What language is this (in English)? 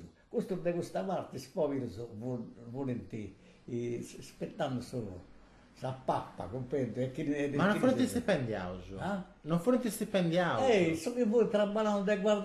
Sardinian